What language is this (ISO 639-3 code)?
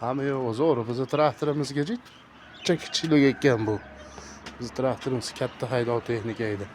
uzb